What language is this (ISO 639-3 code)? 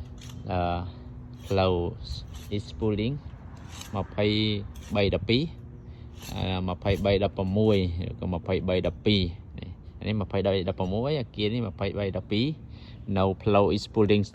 khm